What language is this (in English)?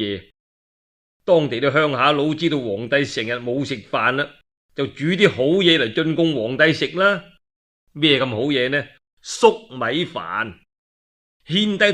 Cantonese